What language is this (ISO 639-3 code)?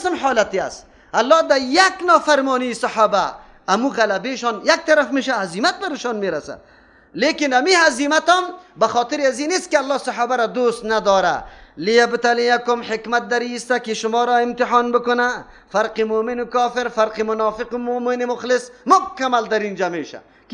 fas